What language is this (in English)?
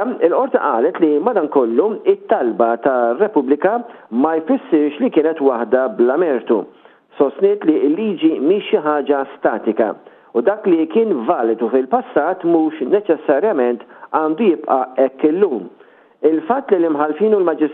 Maltese